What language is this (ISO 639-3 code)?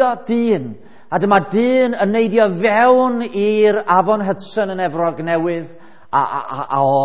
cym